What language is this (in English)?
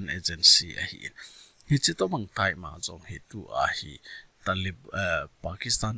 Thado Chin